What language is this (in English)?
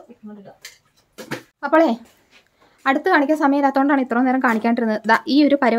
Malayalam